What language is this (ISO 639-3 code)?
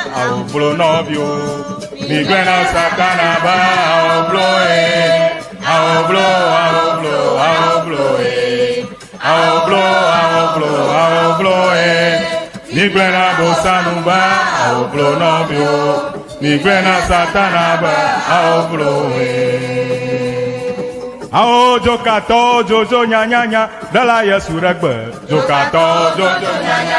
ewe